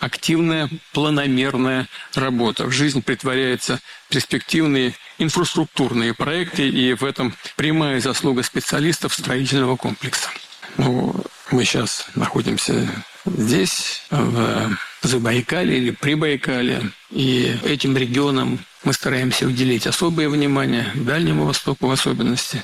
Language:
Russian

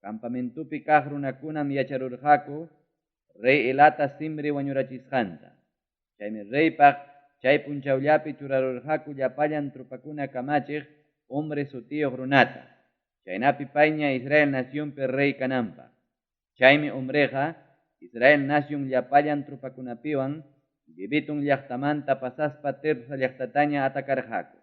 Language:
Ayacucho Quechua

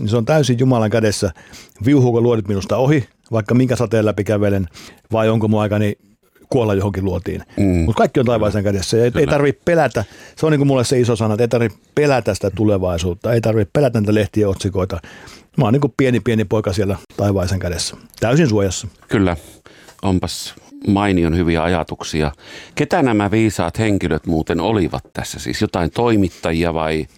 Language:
Finnish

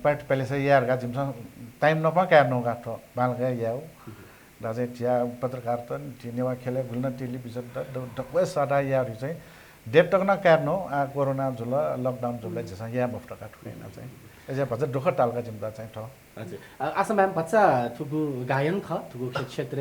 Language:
Newari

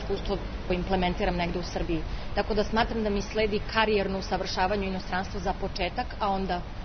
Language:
Serbian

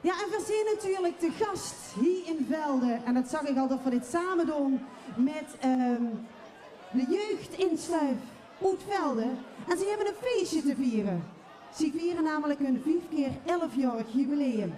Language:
Limburgish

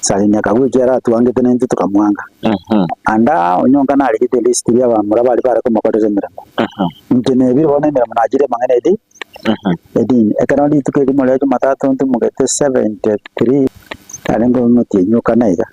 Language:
Gusii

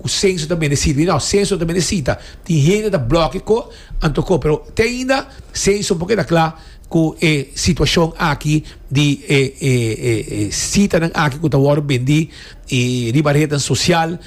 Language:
Papiamento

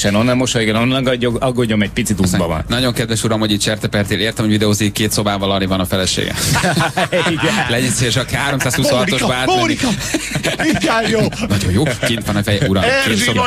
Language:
Hungarian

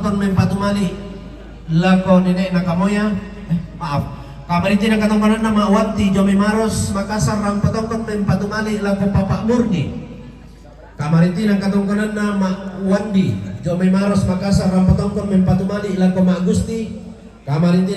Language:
Toraja-Sa'dan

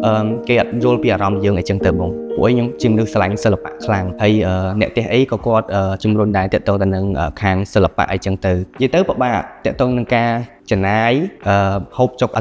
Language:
Khmer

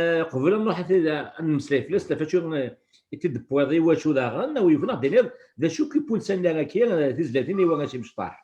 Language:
Kabyle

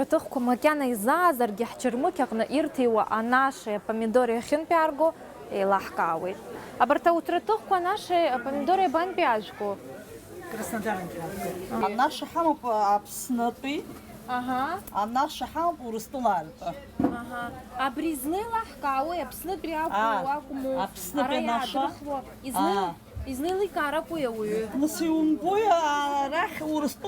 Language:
Abkhazian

